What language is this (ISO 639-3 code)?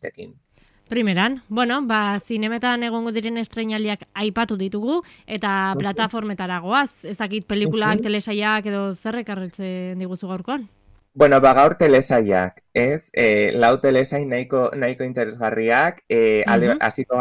eus